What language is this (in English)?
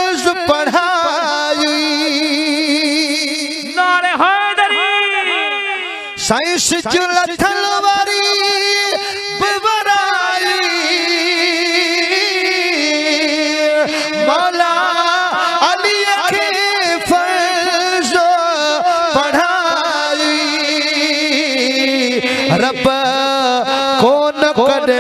Sindhi